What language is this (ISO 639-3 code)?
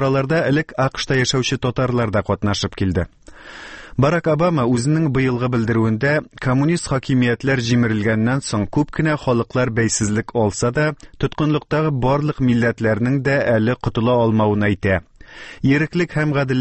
tat